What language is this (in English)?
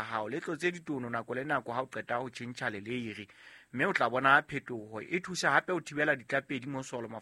Southern Sotho